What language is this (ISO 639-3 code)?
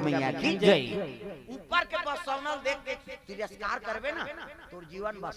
hne